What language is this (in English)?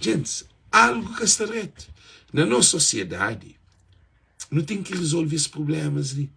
Kabuverdianu